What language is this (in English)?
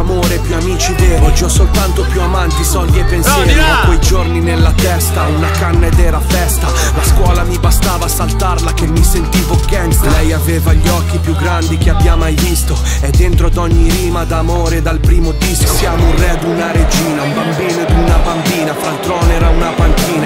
Italian